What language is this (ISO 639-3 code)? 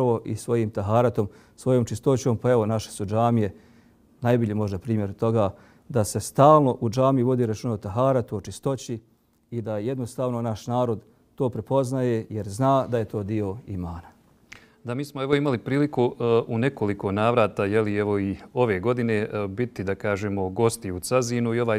bos